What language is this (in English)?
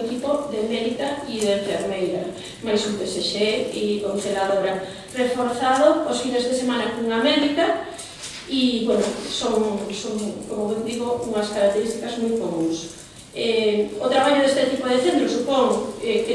Galician